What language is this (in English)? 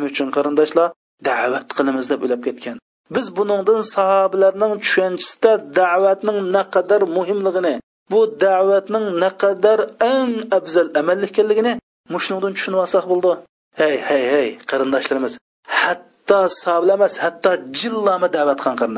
Uyghur